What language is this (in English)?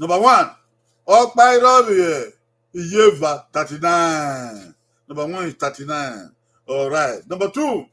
Bini